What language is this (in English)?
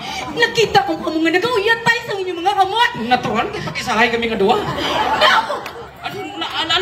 Hiligaynon